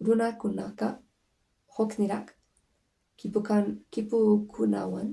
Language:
Quechua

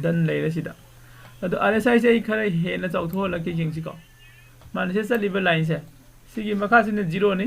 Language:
Manipuri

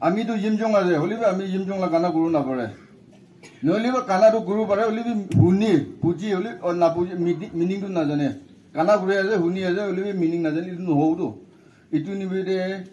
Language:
Naga Pidgin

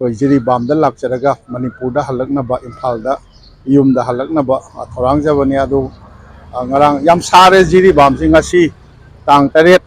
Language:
Manipuri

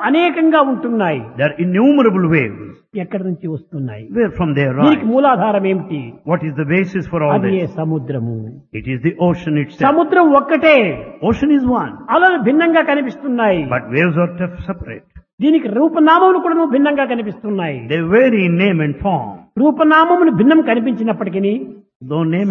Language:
Telugu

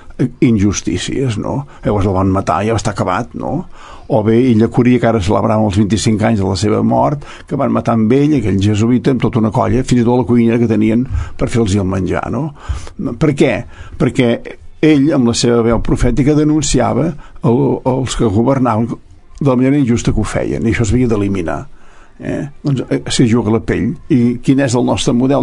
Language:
Catalan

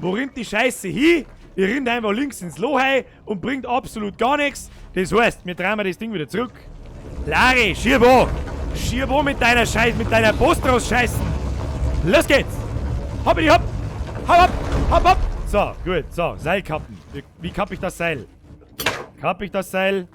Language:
Bavarian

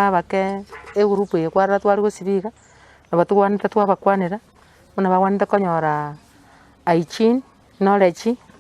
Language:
Gusii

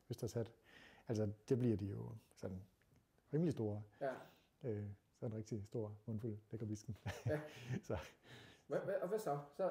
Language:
Danish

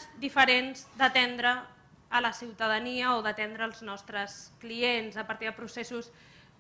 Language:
Catalan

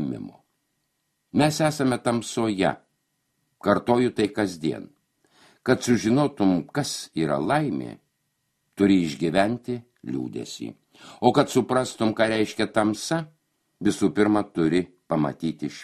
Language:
Lithuanian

